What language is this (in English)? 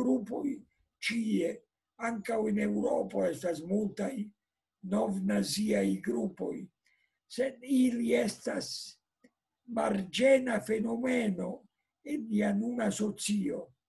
Esperanto